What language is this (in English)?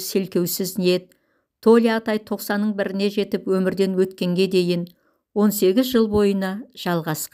Kazakh